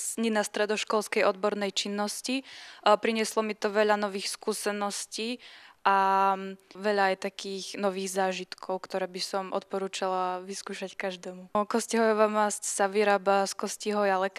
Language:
Slovak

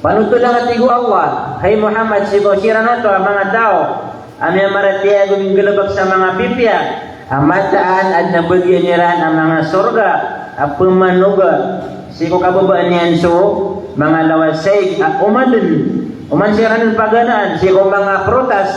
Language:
Maranao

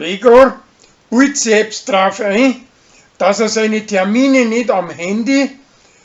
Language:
Bavarian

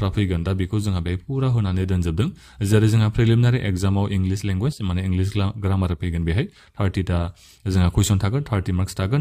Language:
Bodo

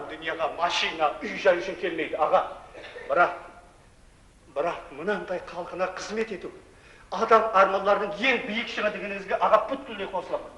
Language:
Kara-Kalpak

